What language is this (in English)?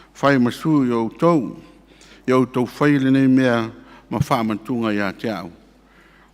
Samoan